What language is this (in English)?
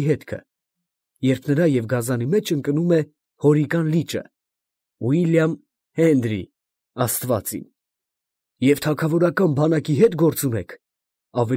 Armenian